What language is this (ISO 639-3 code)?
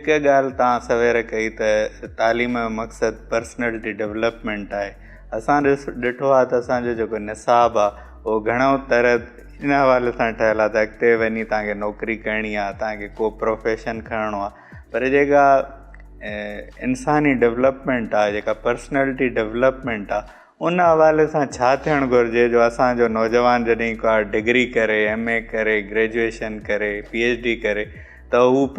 snd